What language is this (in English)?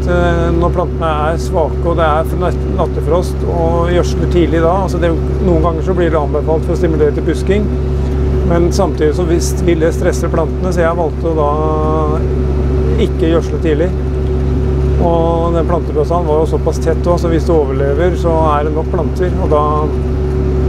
Norwegian